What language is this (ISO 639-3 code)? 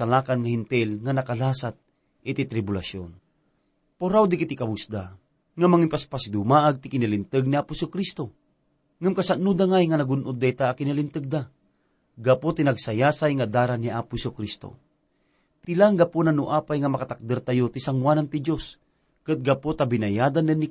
ilo